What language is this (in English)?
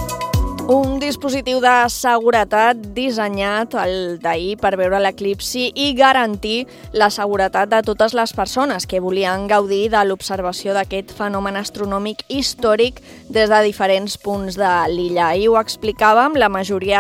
Catalan